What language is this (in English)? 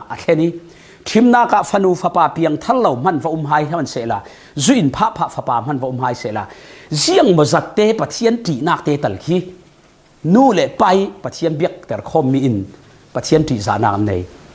Falam Chin